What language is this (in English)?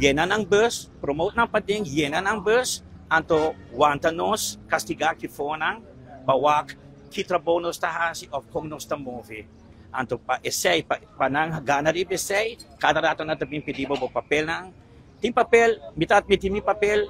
Papiamento